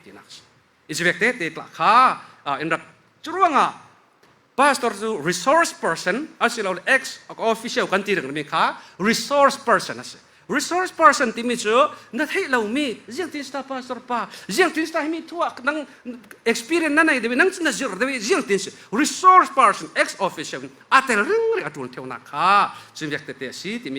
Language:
Falam Chin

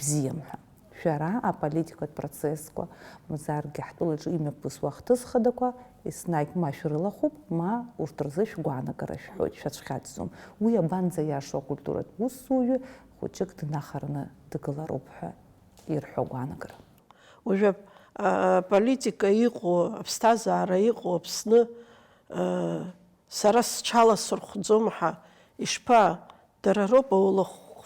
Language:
Abkhazian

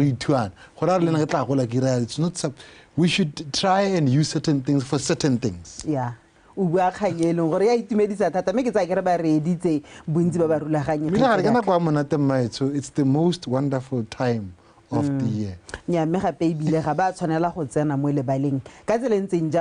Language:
Tswana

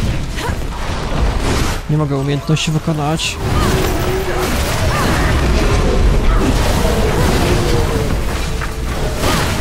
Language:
Polish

